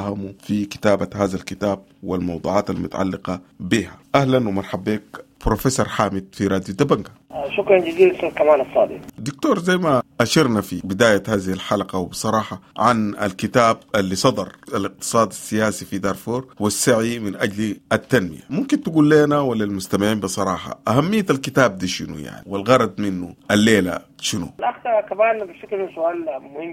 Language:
Sudanese Arabic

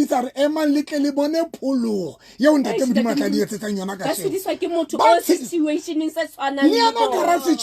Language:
Southern Sotho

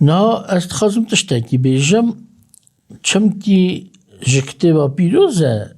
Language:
Kurdish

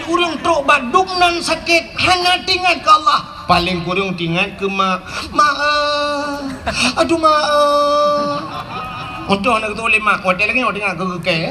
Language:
Achinese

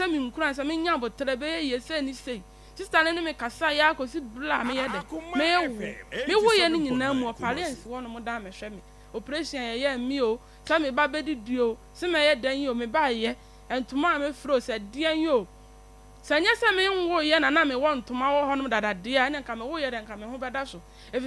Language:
Akan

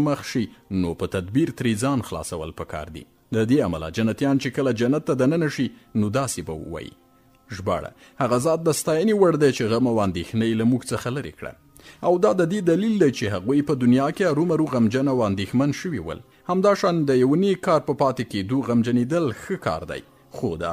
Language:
Pashto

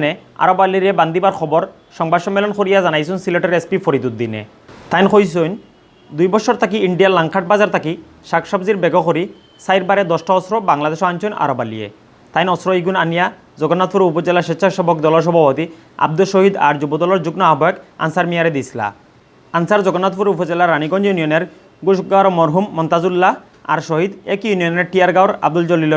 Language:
Sylheti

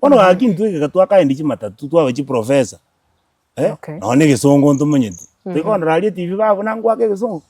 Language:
Gusii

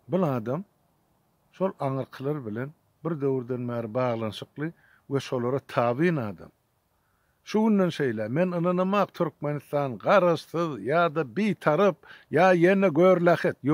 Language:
Turkmen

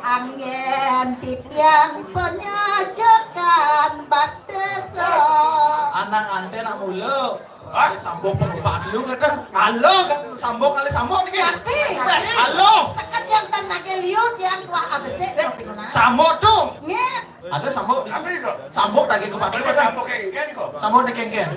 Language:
Balinese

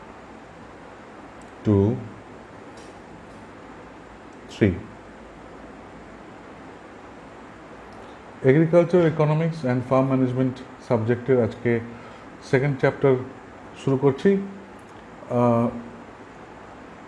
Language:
Bangla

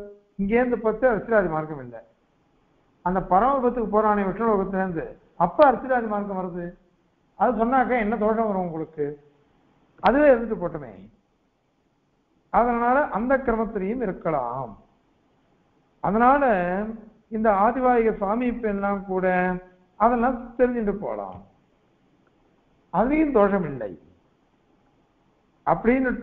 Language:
Tamil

